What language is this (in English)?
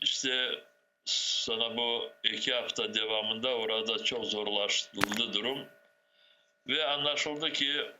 Crimean Tatar